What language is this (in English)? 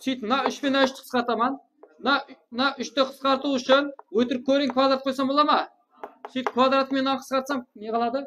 Kara-Kalpak